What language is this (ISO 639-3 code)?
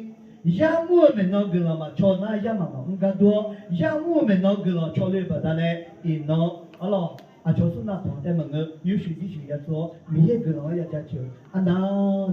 ahk